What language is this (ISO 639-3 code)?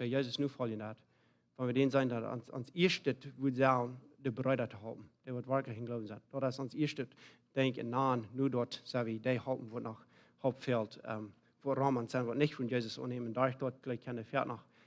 pdt